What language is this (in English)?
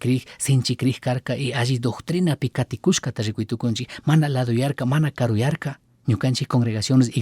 Chimborazo Highland Quichua